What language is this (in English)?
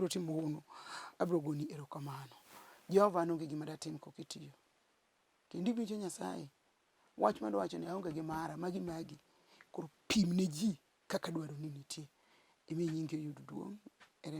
Luo (Kenya and Tanzania)